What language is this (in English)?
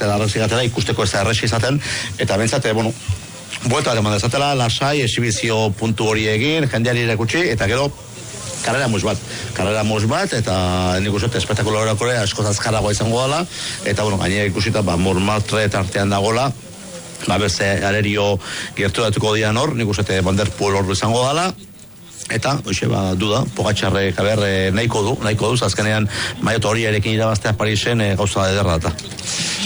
Basque